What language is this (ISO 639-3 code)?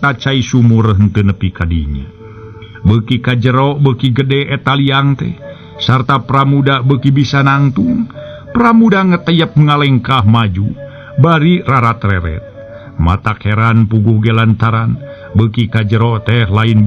sun